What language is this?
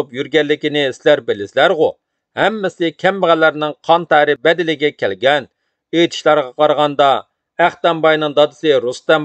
Uyghur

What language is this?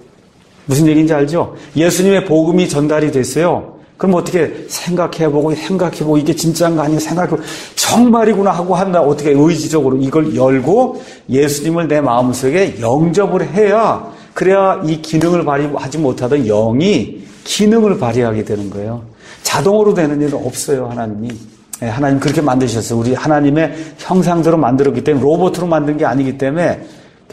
Korean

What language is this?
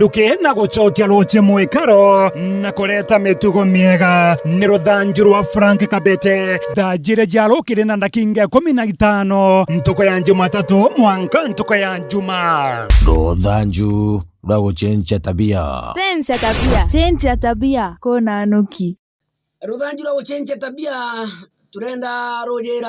Meru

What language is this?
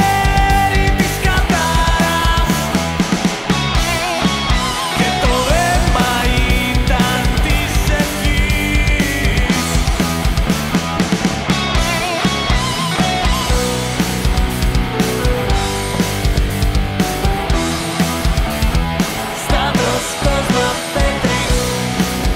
Greek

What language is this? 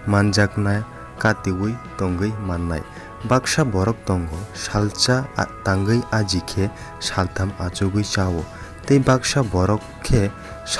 Kok Borok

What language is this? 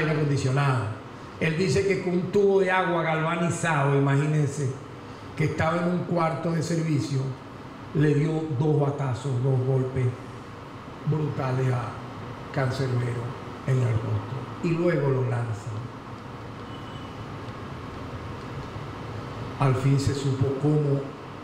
Spanish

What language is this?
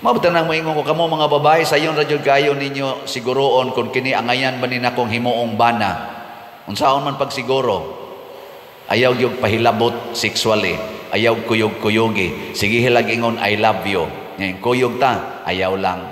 Cebuano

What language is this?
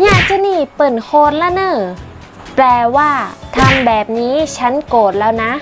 Northern Thai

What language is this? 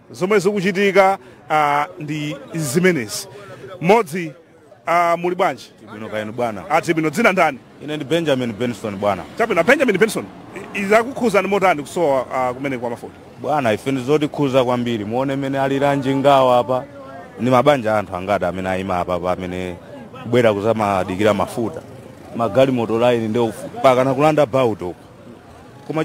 Nyanja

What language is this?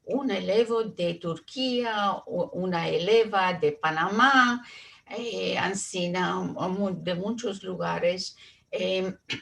Ladino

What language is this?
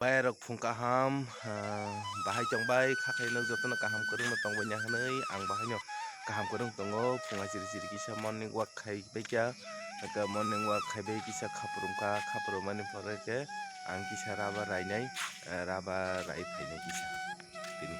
Kok Borok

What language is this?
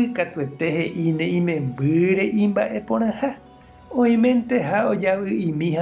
Guarani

